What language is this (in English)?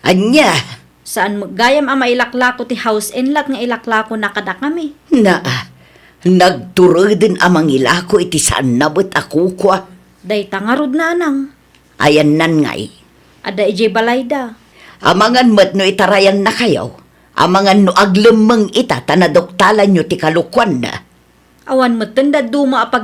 Iloko